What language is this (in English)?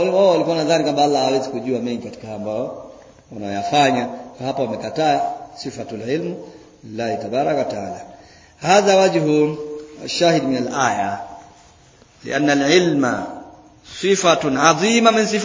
Swahili